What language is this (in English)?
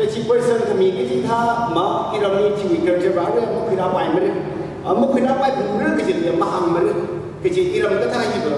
Tangkhul Naga (India)